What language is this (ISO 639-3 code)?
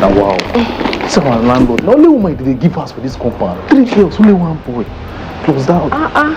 pcm